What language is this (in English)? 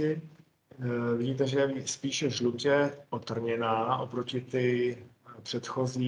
Czech